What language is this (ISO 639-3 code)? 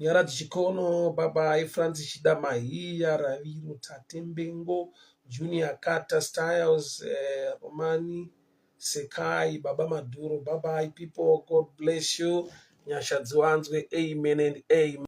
sna